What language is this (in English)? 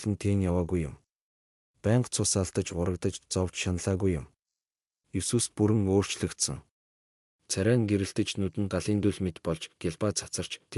Mongolian